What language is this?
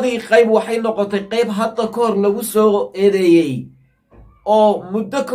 Somali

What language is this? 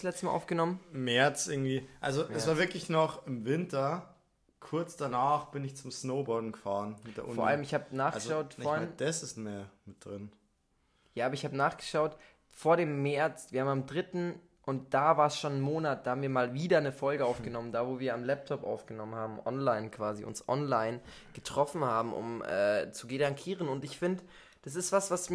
German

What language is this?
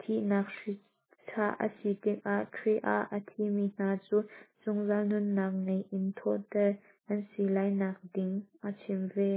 Hakha Chin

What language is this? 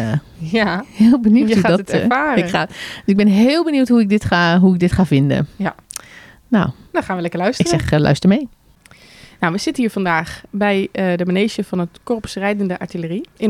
Dutch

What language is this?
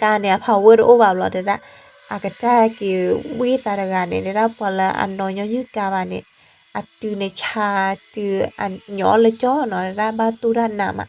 S'gaw Karen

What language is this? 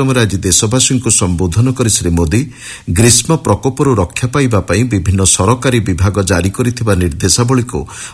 Odia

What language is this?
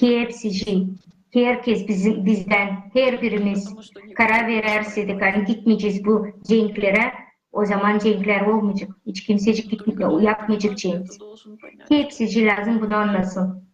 Gagauz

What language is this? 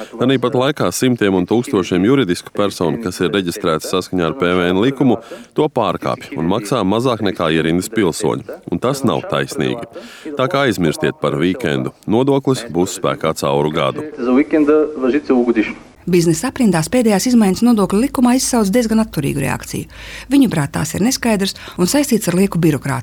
Latvian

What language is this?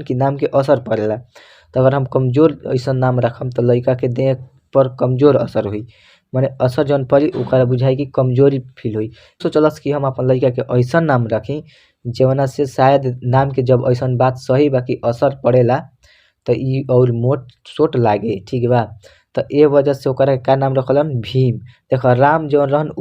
Bhojpuri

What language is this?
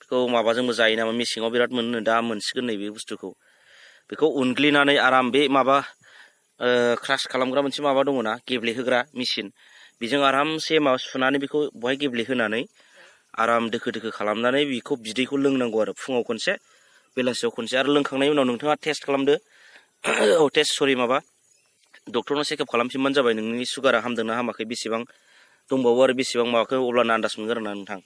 Bodo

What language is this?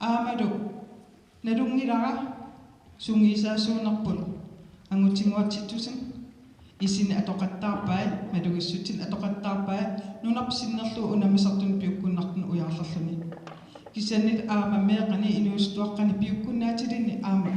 Kalaallisut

